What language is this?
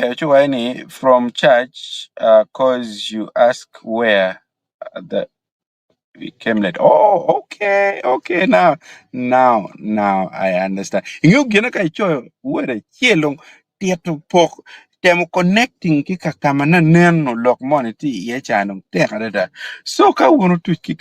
Acoli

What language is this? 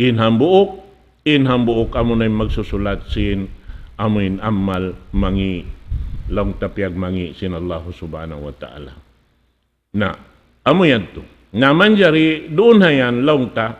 Tausug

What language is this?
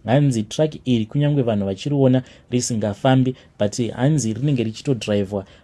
Shona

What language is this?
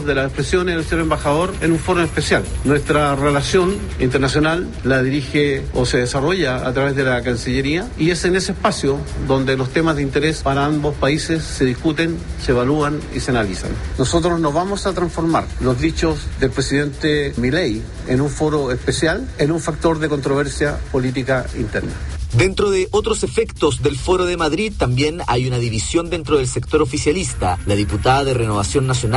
Spanish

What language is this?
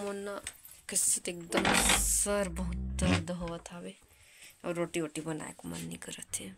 Chhattisgarhi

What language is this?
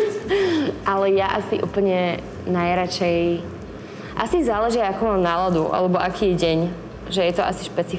Slovak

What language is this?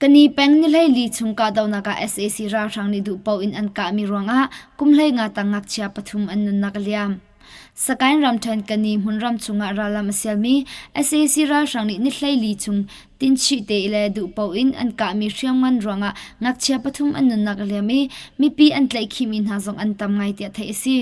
Hakha Chin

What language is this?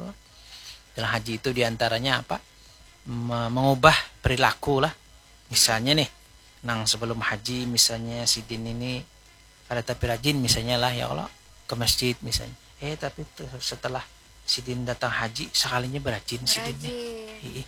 Banjar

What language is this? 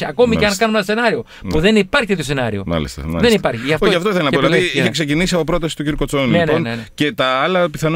Greek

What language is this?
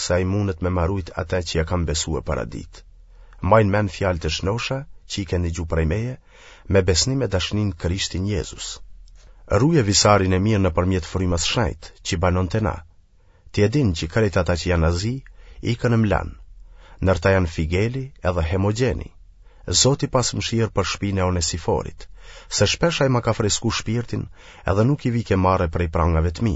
Albanian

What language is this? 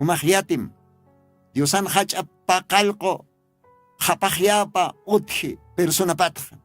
Aymara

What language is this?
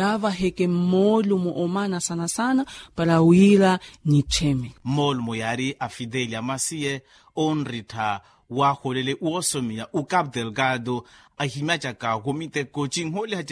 Makhuwa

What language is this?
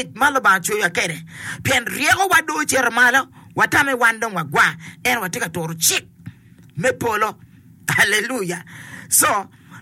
Acoli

